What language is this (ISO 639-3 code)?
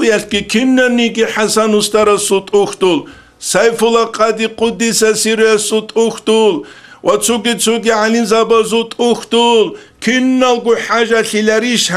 ava